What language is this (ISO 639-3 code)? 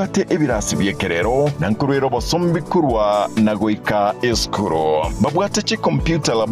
guz